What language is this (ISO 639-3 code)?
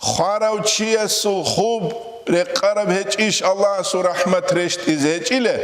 ava